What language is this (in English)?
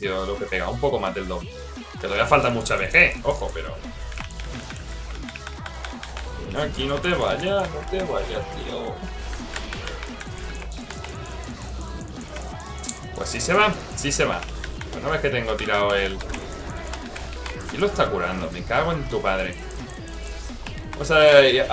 Spanish